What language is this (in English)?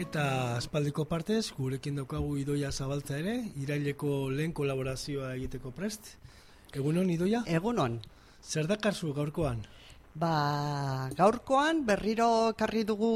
Basque